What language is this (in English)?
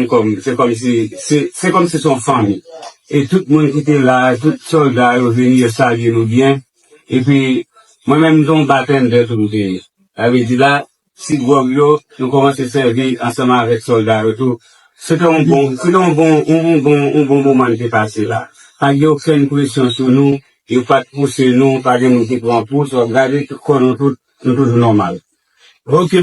Haitian Creole